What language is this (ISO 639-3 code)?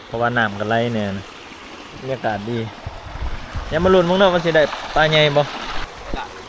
lao